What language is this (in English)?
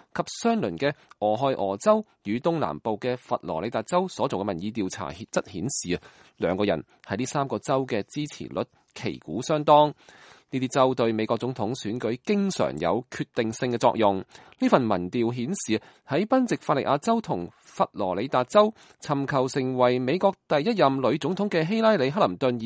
Cantonese